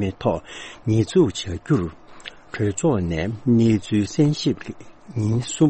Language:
Tibetan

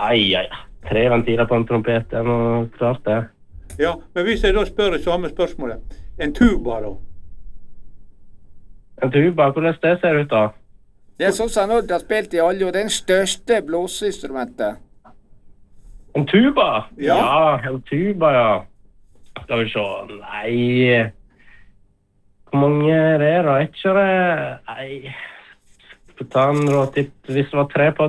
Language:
Norwegian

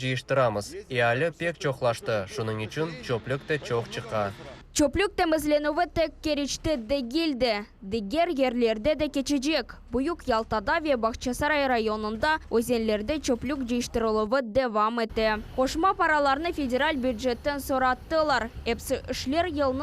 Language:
Crimean Tatar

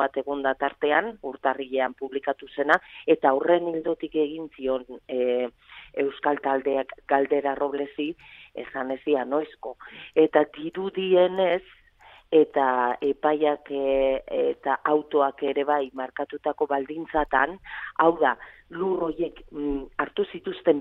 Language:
Basque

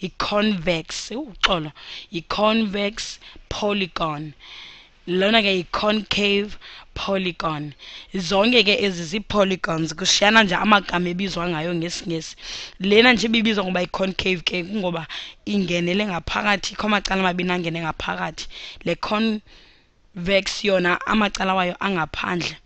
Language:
Xhosa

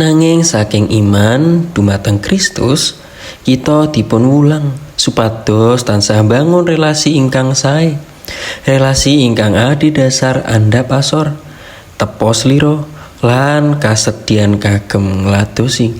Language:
Javanese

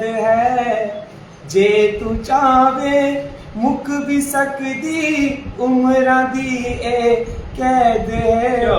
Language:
Dogri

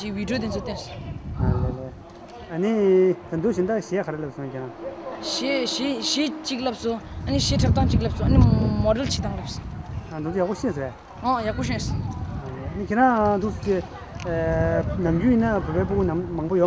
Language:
Tibetan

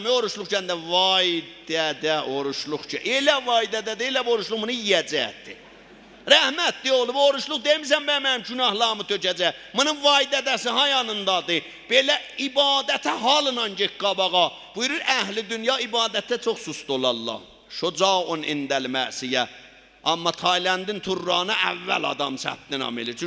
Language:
South Azerbaijani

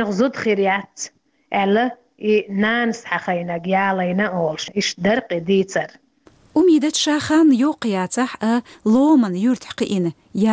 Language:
Chechen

